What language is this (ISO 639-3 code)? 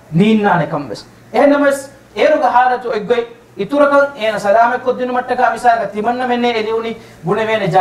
div